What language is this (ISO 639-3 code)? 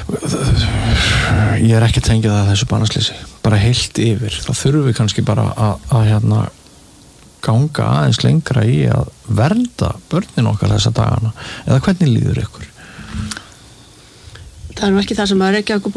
isl